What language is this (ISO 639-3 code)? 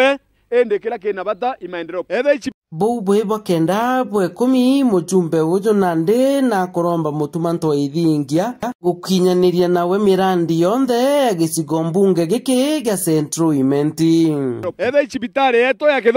mer